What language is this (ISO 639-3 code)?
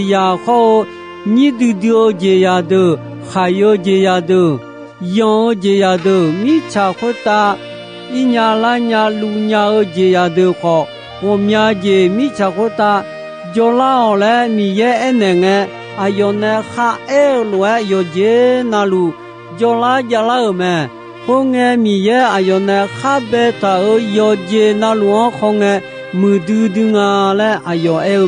ahk